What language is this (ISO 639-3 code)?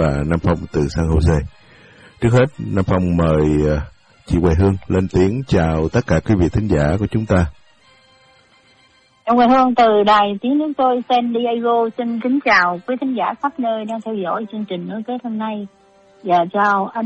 vie